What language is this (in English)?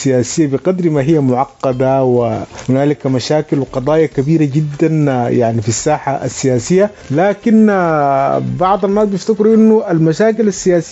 Sudanese Arabic